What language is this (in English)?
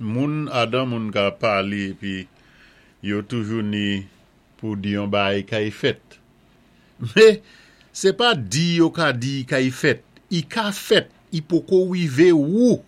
Saint Lucian Creole French